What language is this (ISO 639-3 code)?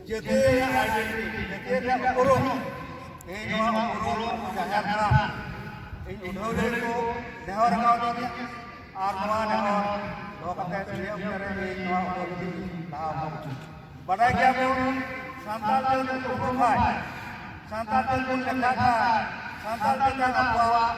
sat